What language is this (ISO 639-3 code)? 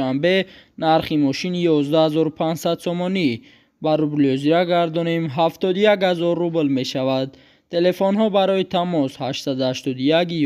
tgk